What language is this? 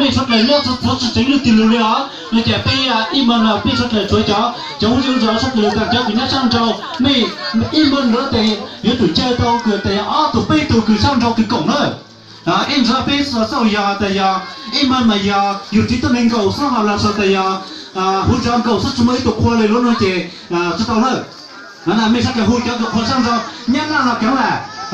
Hmong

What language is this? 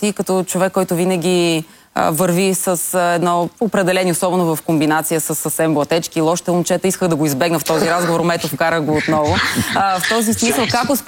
Bulgarian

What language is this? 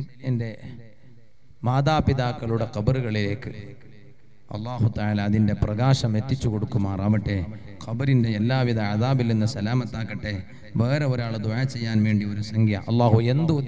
Malayalam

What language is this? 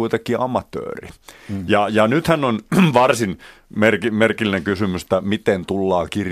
Finnish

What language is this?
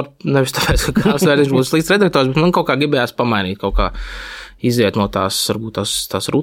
Latvian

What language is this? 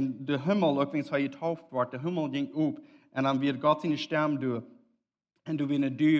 Plautdietsch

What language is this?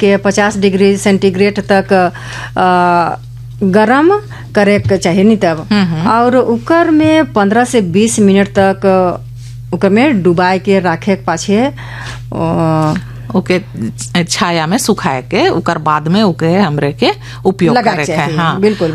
Bhojpuri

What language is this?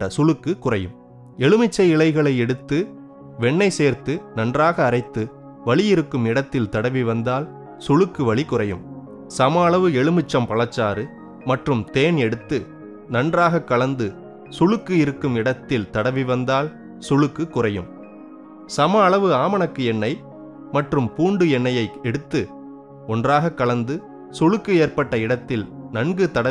Tamil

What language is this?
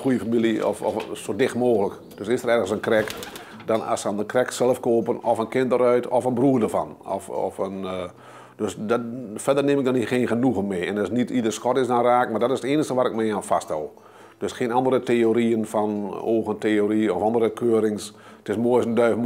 Dutch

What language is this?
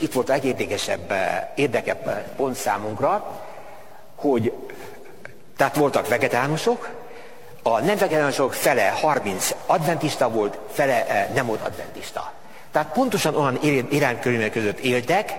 Hungarian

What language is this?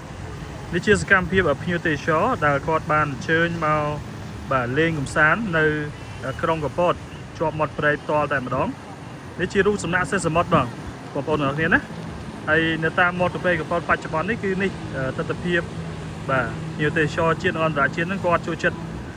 Khmer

